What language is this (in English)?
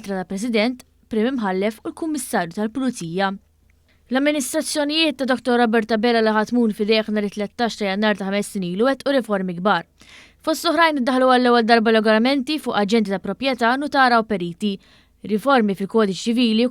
Maltese